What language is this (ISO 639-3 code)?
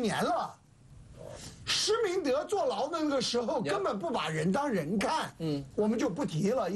zho